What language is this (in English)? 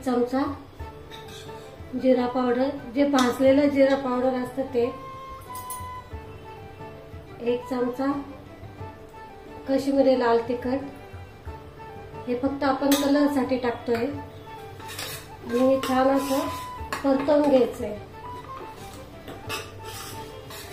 Marathi